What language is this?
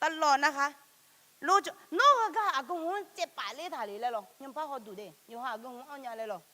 Akha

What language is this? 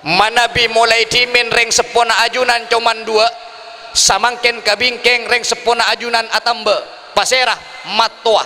Madurese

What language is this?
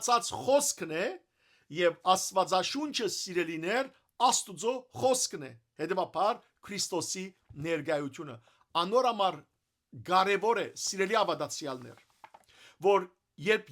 Western Armenian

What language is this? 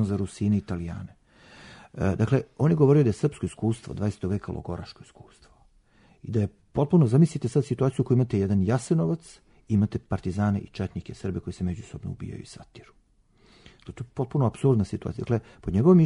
Serbian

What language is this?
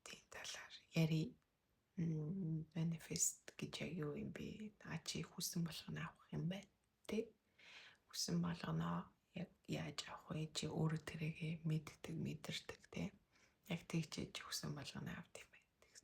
Mongolian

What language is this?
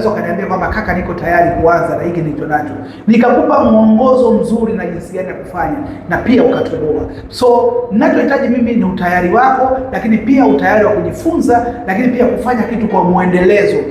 Swahili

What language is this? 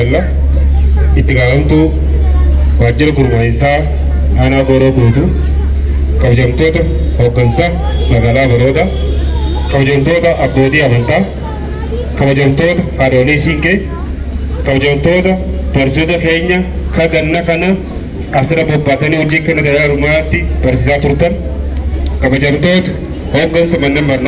Oromo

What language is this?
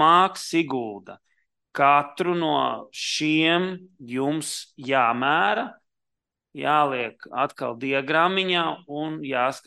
Latvian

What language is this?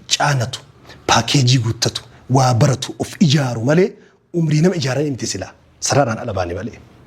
Oromo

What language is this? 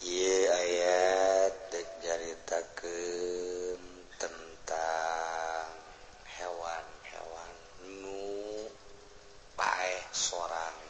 Sundanese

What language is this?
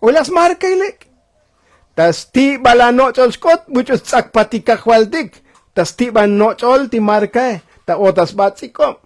Tzotzil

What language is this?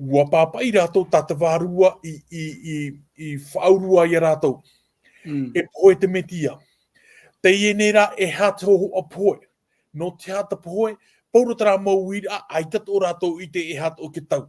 Tahitian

